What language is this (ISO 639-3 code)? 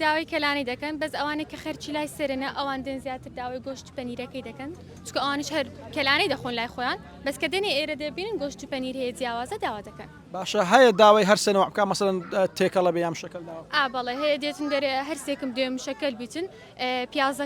ckb